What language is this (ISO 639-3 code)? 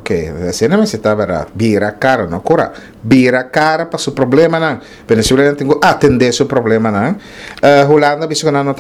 pap